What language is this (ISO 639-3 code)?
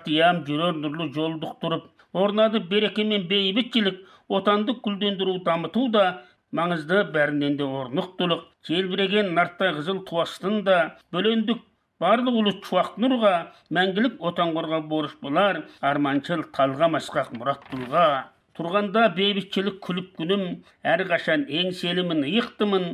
kaz